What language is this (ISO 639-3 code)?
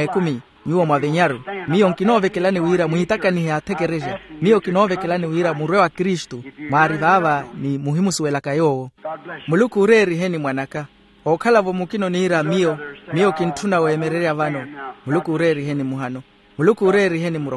vmw